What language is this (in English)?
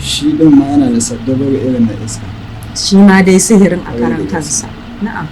Hausa